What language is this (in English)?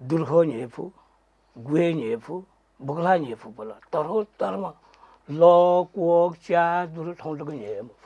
Newari